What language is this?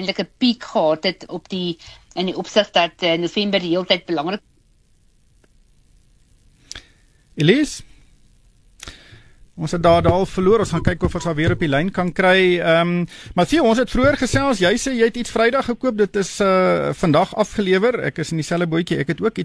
Afrikaans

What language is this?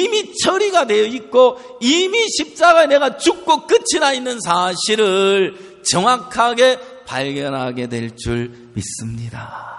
Korean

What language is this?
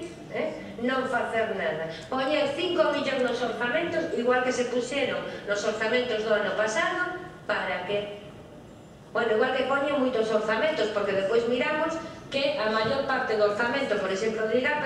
Galician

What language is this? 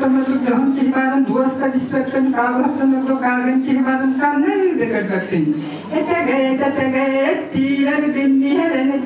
Yakut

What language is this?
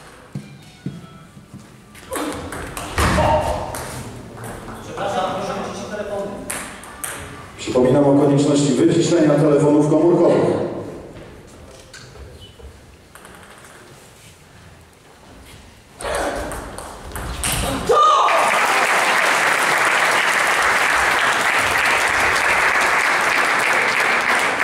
Polish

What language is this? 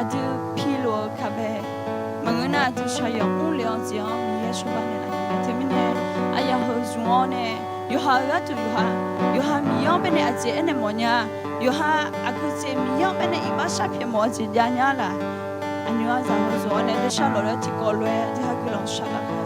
Akha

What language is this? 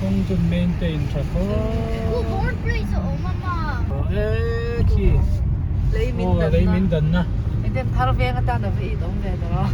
Hmar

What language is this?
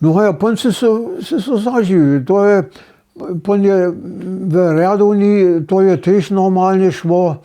Upper Sorbian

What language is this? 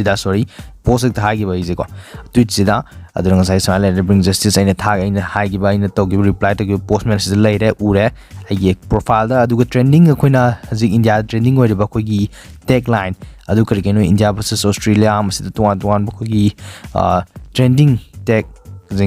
Manipuri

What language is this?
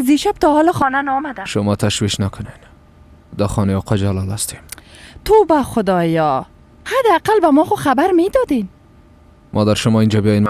Persian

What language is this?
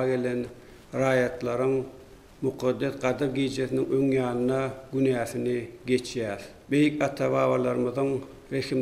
Turkmen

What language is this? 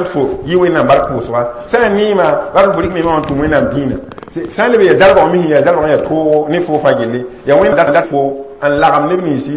Mossi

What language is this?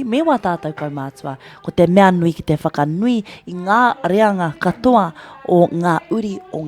Māori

